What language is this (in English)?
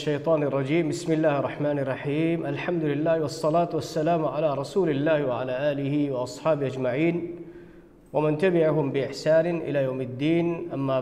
Divehi